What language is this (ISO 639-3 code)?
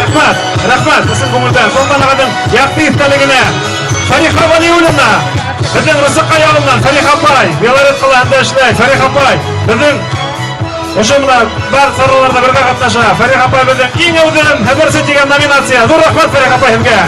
bak